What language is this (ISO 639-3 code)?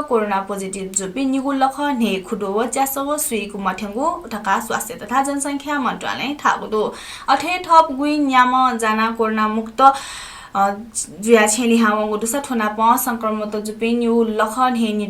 new